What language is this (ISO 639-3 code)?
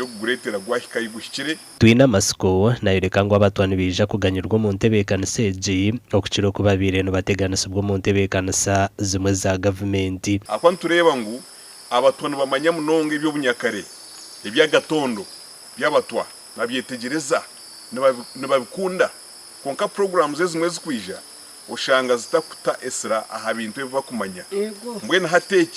nyn